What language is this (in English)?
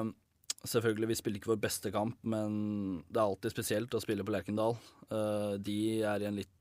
Norwegian